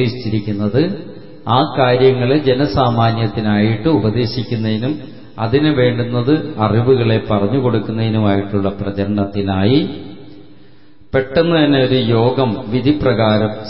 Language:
Malayalam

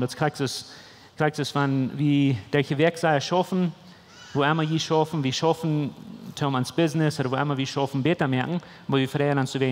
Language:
Plautdietsch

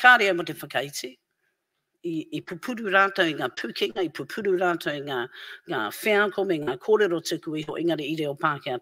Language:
Māori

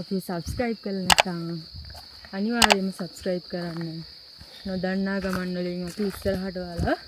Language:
Sinhala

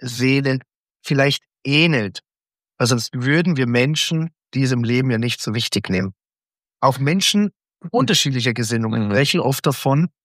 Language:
German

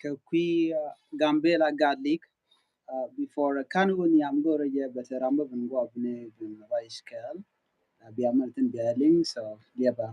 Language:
Nuer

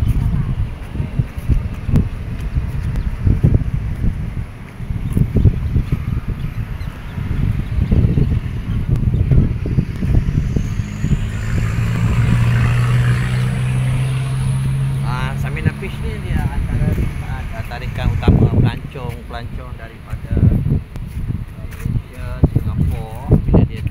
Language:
Malay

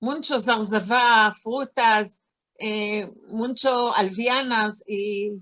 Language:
Ladino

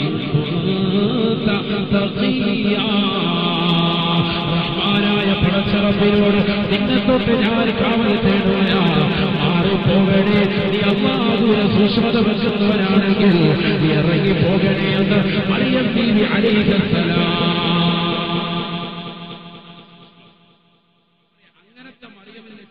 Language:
Malayalam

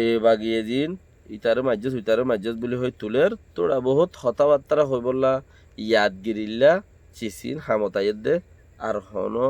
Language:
Rohingya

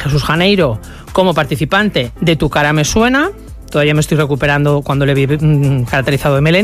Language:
Spanish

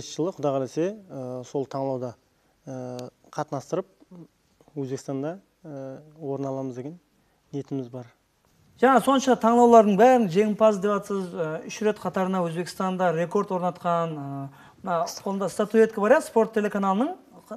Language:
Kara-Kalpak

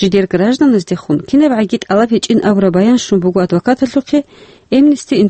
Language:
Avaric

